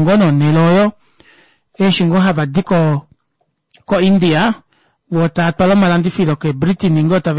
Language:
Kuanyama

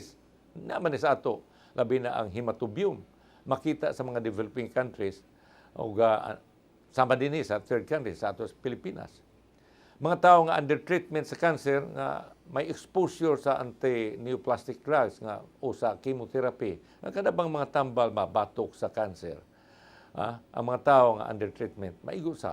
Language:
Cebuano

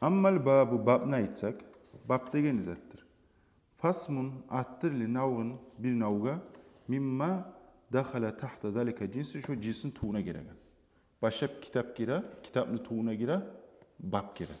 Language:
Kumyk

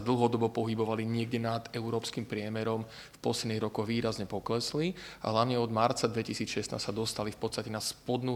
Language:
Slovak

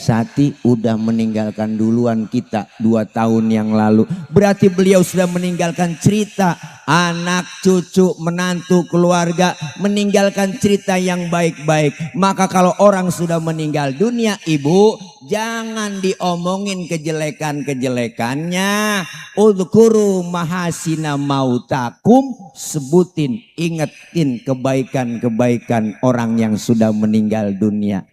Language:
Betawi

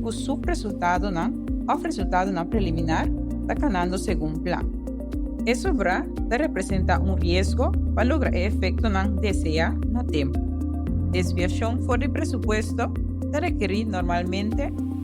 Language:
Papiamento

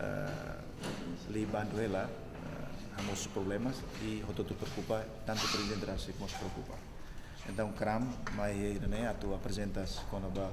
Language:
Tetum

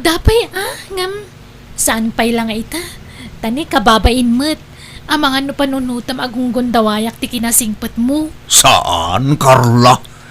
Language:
Iloko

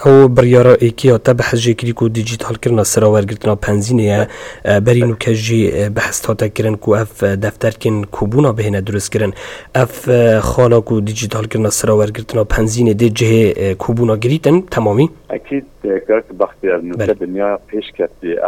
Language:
Kurdish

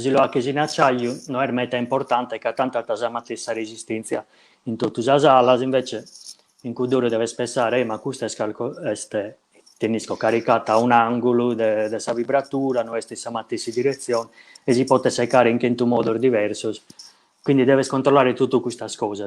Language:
Sardinian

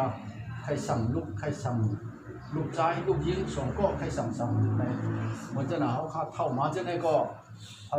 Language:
Shan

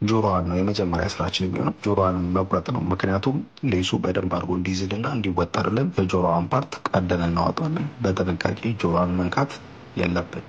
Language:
Amharic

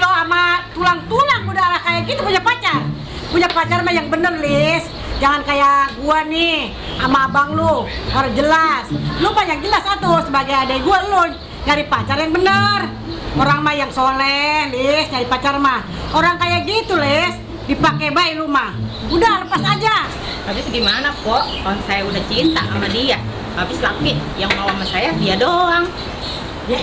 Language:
Betawi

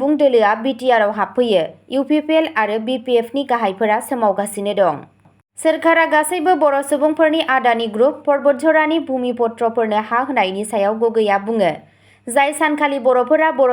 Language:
Bodo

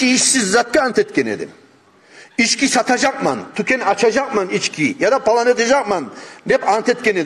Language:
Kumyk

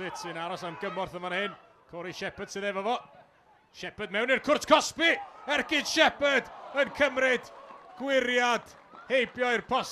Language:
Welsh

